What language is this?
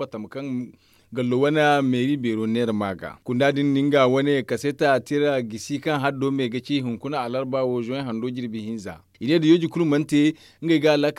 Zarma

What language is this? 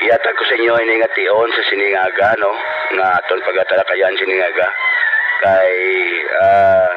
Hiligaynon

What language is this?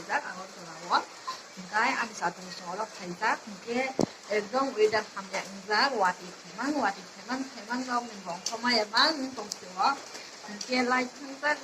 Kok Borok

